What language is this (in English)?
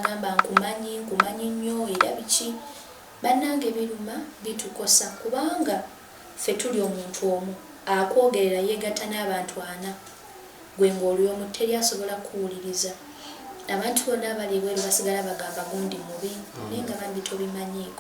Ganda